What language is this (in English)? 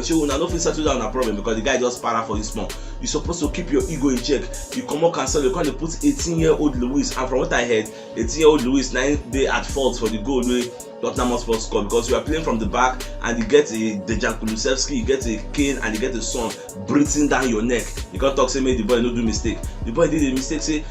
Nigerian Pidgin